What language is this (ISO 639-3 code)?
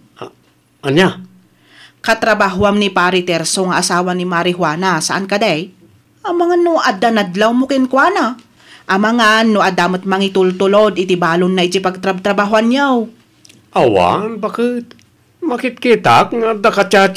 ilo